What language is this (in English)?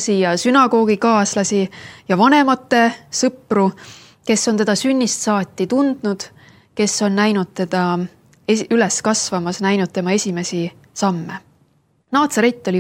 Estonian